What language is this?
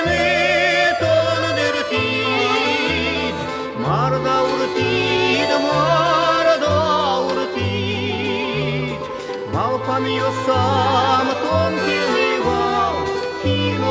Udmurt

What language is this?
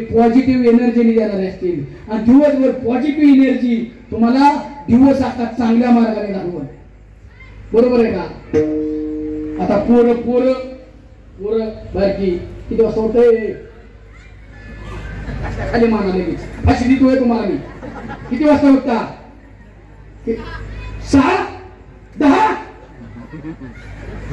Marathi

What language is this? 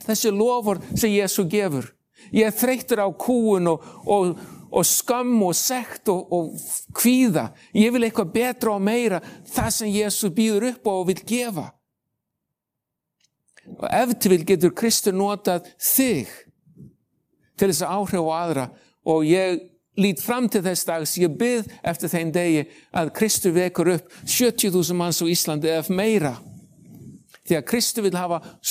Icelandic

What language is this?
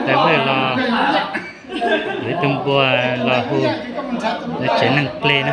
Hmong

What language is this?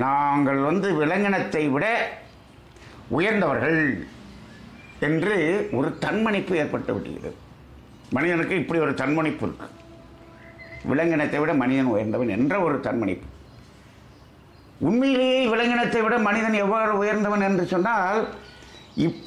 Tamil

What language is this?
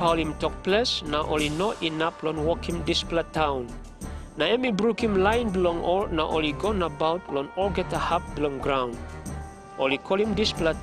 Tok Pisin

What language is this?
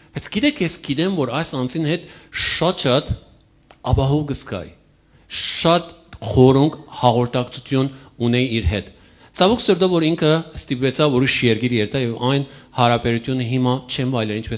Western Armenian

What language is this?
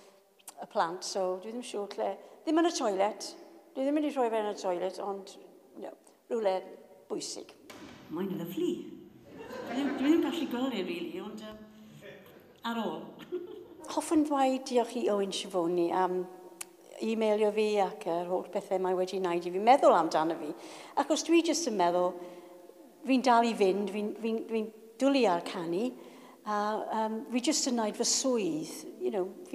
Welsh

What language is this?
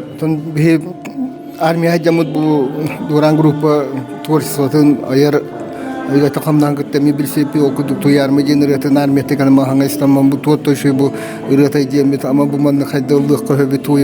Yakut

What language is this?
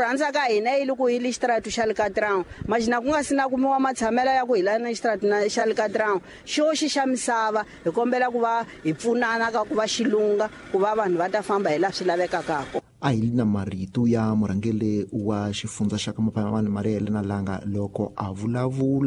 Tsonga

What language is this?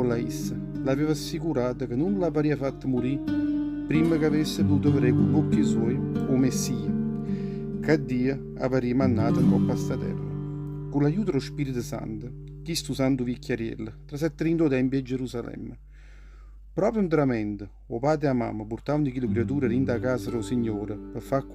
Neapolitan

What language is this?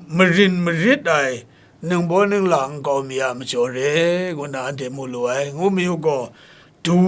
Kachin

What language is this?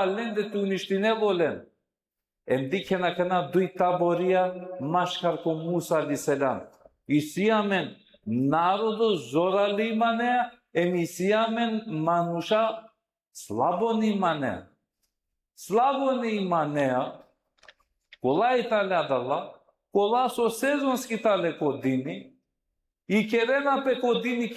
Balkan Romani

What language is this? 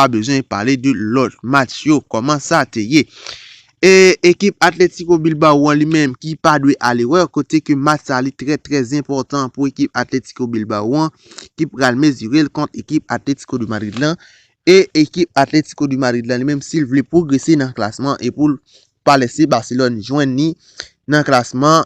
Haitian Creole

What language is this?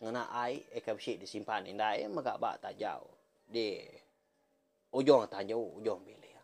Iban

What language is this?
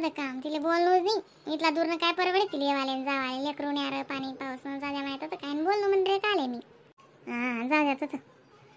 Khandesi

